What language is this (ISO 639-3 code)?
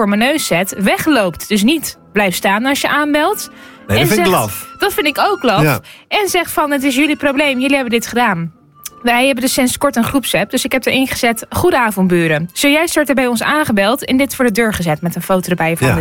nld